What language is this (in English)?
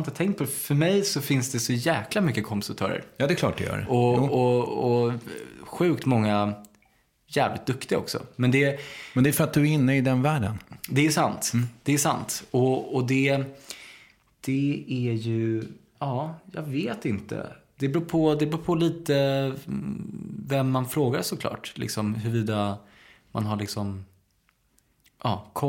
Swedish